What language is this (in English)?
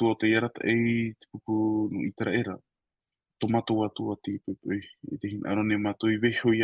Tahitian